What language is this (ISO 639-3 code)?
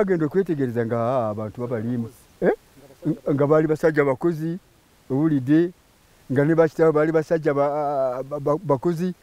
nyn